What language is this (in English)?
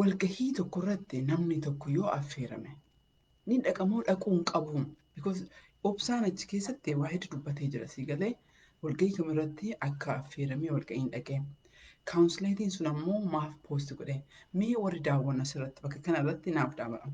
Oromo